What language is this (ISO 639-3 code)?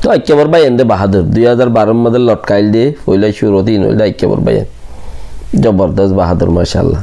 rhg